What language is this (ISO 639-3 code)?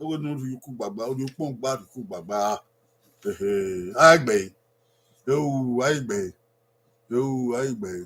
bin